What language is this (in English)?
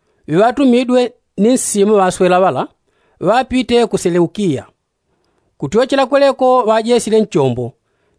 Yao